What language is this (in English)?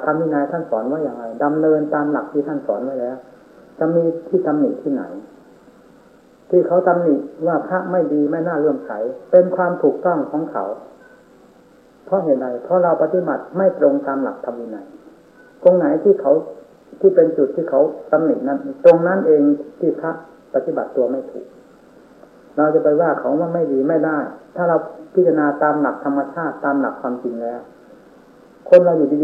Thai